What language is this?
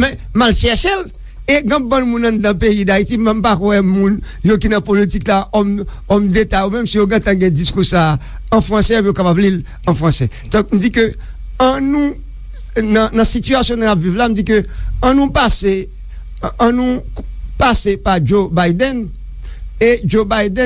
Haitian Creole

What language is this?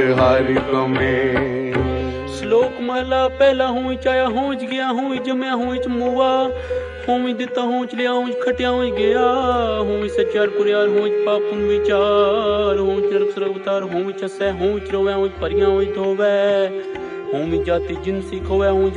Punjabi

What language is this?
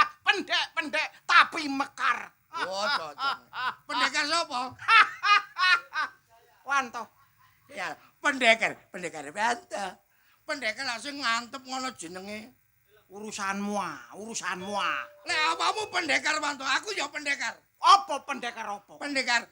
Javanese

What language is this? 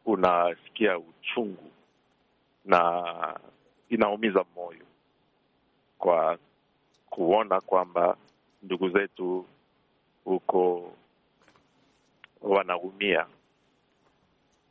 Swahili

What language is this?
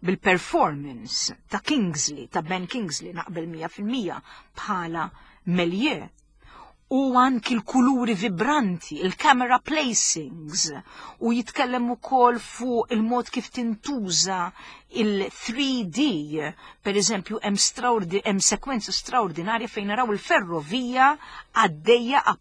Maltese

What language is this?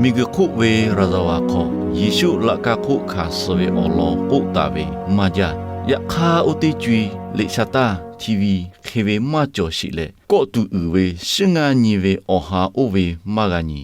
Lahu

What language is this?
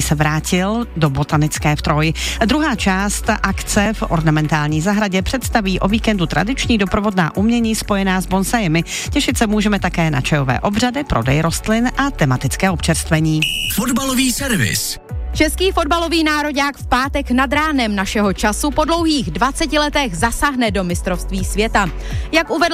Czech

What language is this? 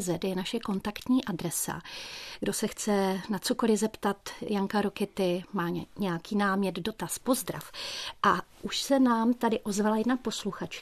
Czech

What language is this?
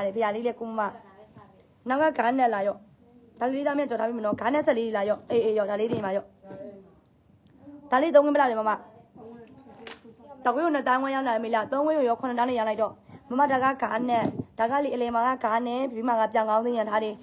Burmese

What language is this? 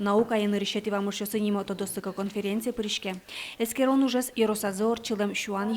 Udmurt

